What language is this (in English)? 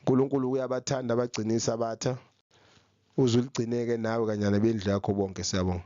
Zulu